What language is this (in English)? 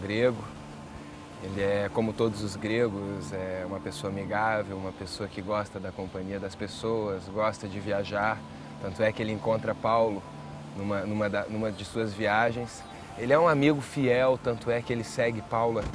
Portuguese